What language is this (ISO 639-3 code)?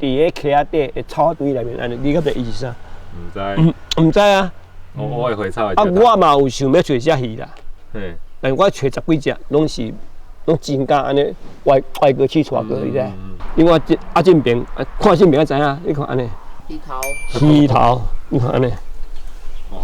nan